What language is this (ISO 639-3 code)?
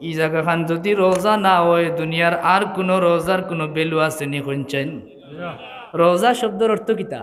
syl